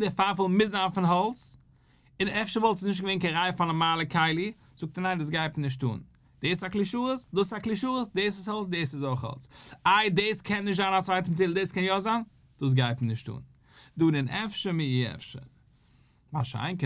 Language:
Yiddish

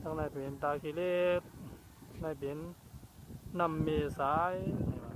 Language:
Shan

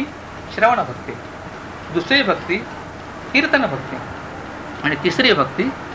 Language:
Marathi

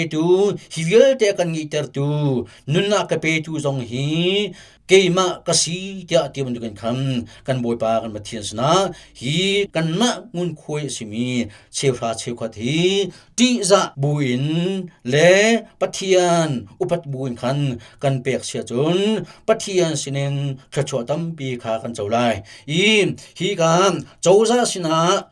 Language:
Hakha Chin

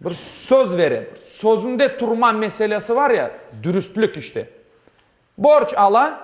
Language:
Crimean Tatar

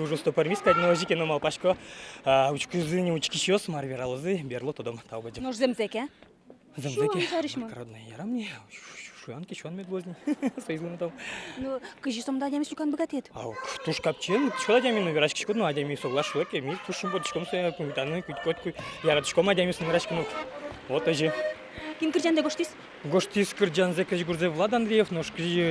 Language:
Udmurt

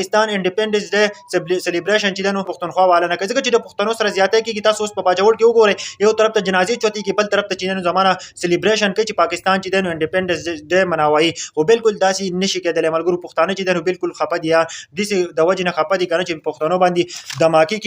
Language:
Pashto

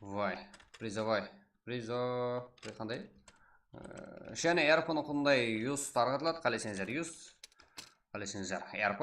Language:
Kara-Kalpak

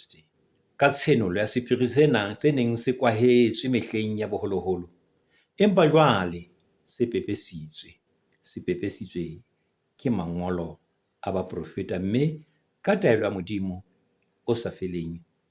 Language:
Southern Sotho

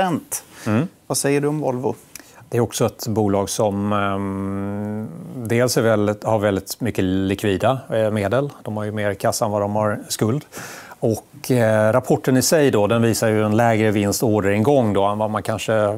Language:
Swedish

